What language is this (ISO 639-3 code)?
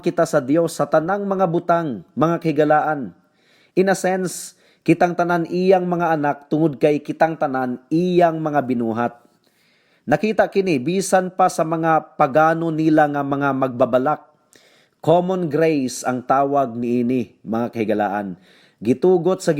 ceb